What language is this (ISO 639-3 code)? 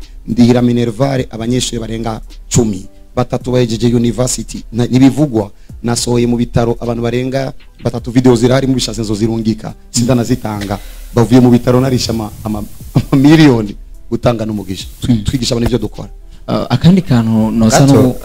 run